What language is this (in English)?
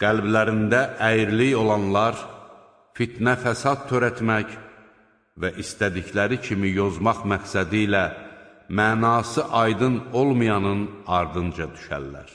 Azerbaijani